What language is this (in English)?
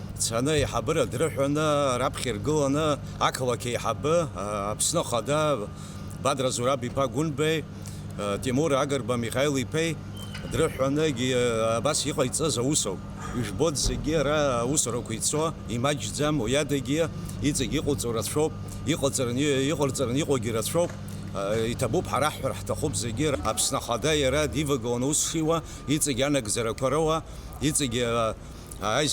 Abkhazian